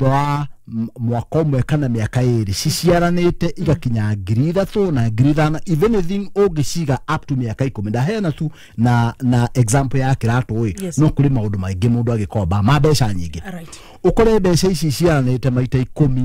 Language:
Kikuyu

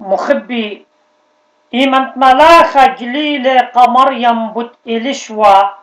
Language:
Assyrian Neo-Aramaic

